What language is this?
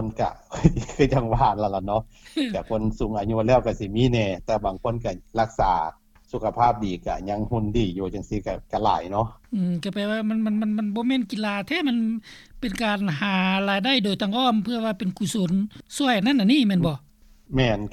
Lao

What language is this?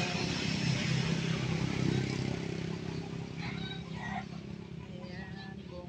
Filipino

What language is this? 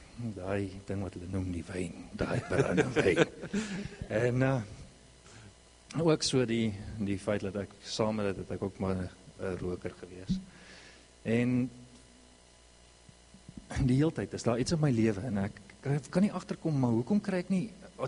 Afrikaans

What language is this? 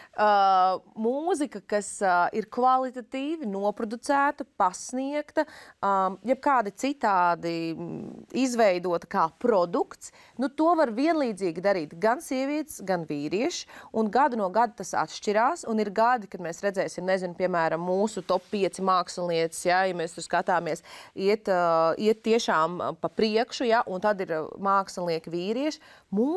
Latvian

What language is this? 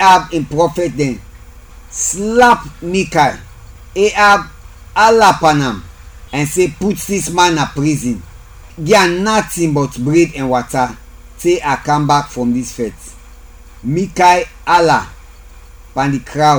Krio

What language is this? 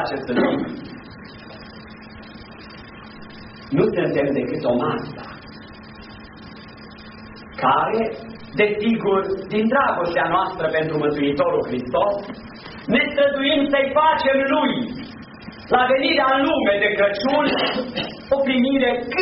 Romanian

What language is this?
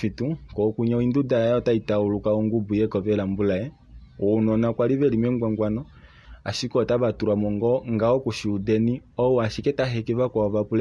Kuanyama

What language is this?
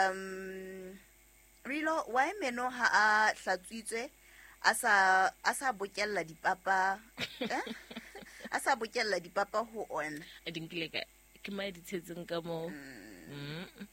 Southern Sotho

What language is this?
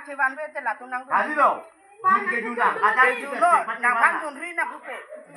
Karbi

